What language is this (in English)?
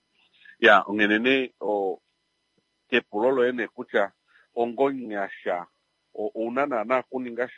Kuanyama